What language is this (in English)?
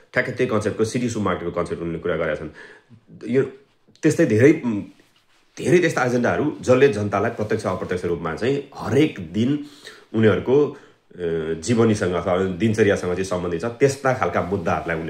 Nepali